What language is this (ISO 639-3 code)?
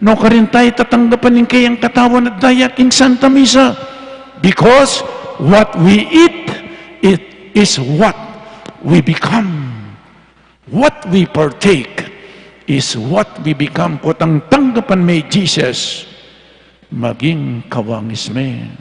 pam